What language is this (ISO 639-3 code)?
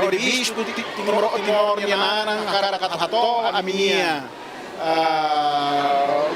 tet